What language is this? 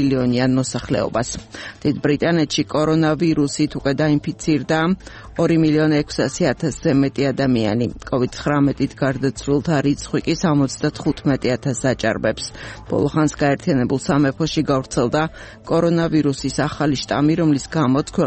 Georgian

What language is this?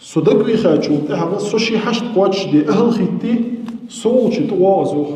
Ingush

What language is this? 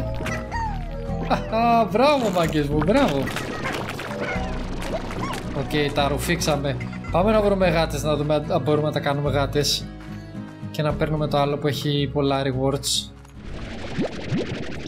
Greek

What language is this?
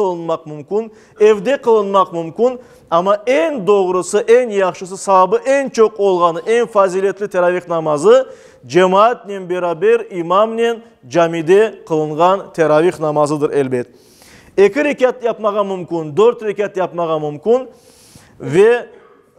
Crimean Tatar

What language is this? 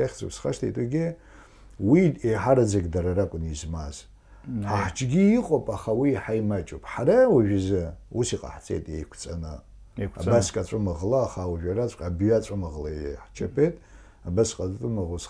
Abkhazian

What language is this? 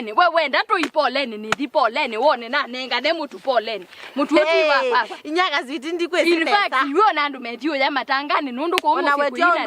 Kamba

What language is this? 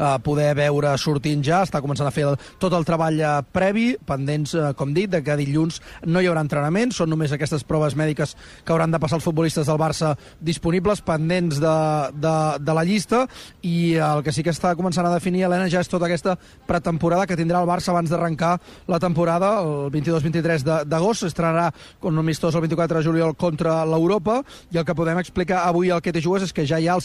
Catalan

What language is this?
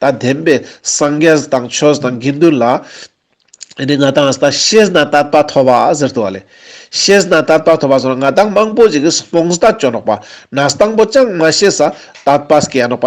Ladakhi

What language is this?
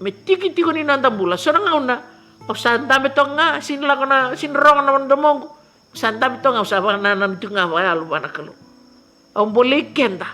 Fijian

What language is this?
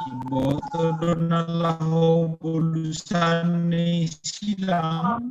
Batak Simalungun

